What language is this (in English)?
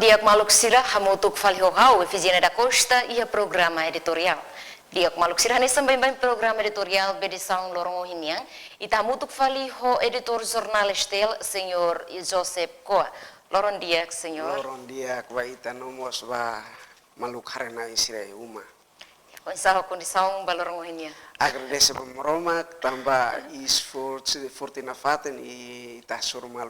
Tetum